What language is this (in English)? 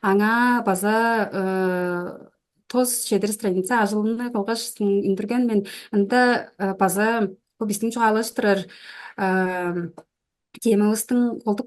Tuvinian